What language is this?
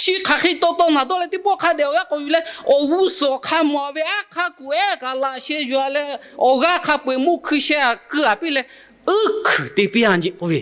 Lahu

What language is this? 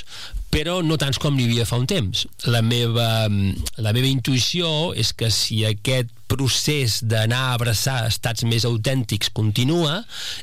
Catalan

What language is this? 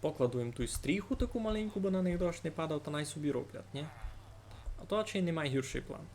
Rusyn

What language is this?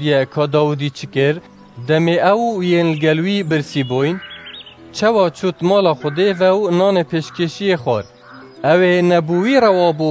Kurdish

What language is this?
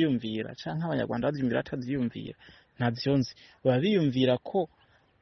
Rundi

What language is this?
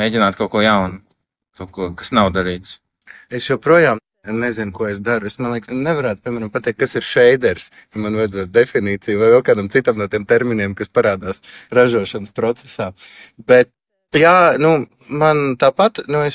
Latvian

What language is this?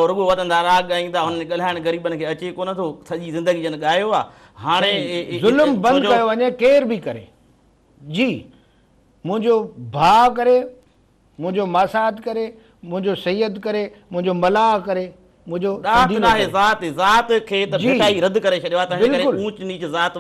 Sindhi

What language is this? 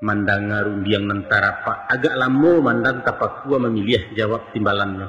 Minangkabau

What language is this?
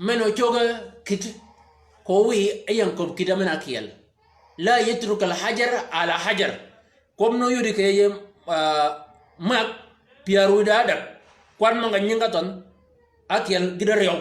Shilluk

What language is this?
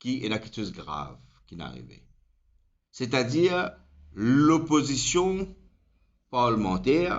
Morisyen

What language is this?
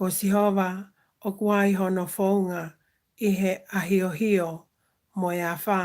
Tongan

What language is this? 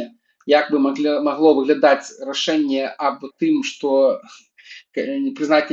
Belarusian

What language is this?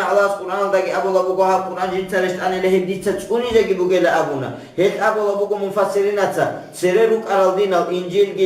Avaric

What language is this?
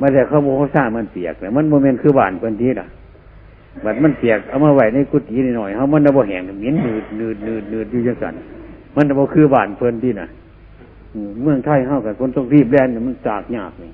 Northeastern Thai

